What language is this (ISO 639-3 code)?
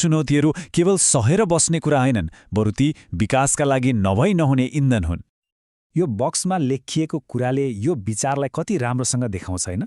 nep